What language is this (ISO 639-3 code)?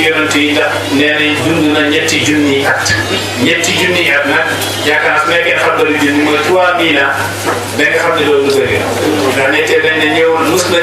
wol